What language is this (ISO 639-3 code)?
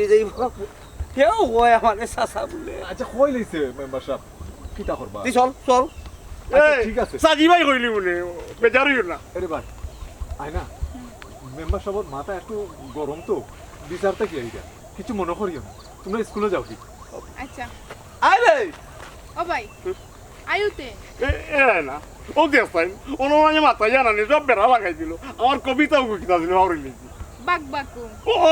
syl